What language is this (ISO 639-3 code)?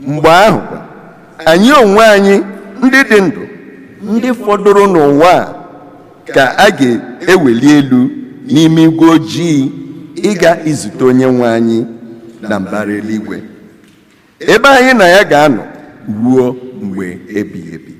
ibo